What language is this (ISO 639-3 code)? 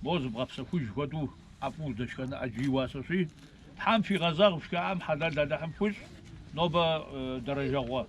kbd